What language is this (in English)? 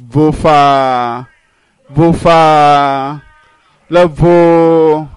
Ewe